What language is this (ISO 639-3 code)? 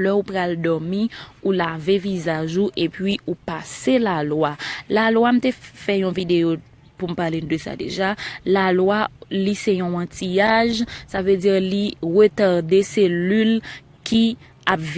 hat